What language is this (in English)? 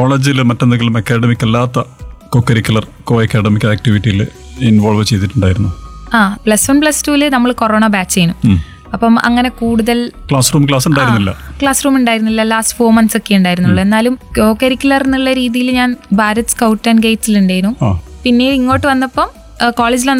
Malayalam